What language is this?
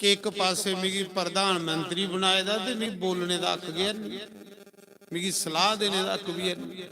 Dogri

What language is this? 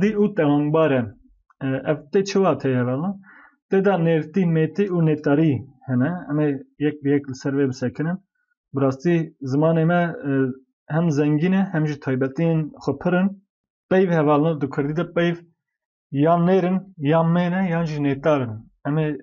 Kurdish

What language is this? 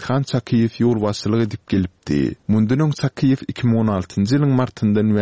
Turkmen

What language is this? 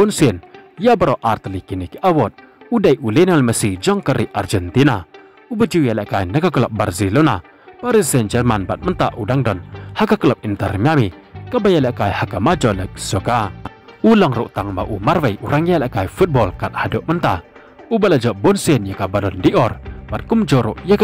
Khasi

